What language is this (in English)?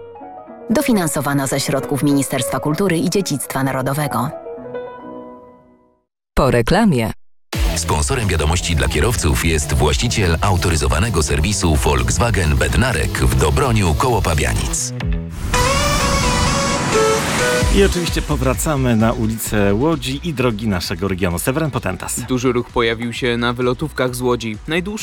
Polish